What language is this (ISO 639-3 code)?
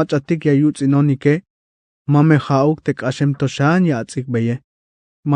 tzh